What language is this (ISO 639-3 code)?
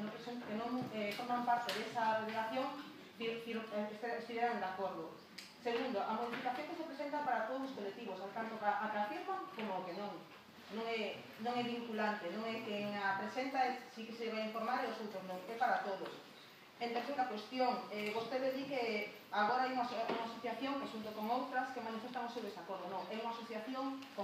glg